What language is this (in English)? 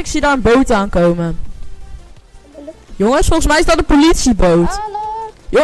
Dutch